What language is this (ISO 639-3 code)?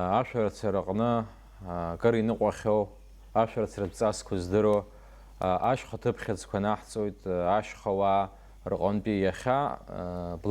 abk